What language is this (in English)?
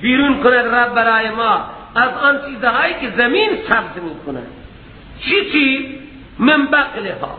Persian